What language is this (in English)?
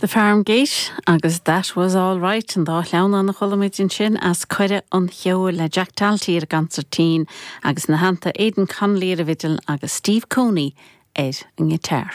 Irish